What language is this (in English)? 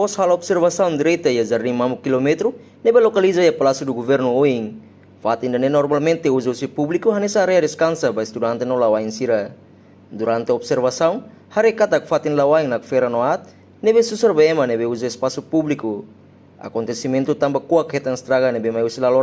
Tetum